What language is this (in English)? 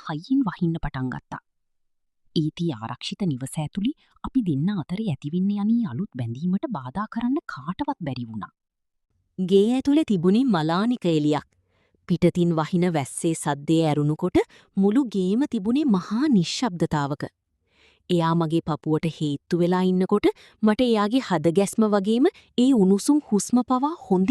Sinhala